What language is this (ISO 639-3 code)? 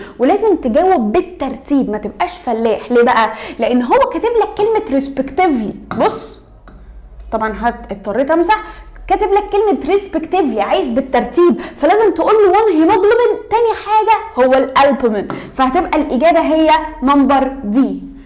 arz